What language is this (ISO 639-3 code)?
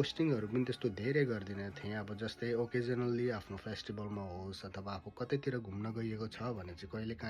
nep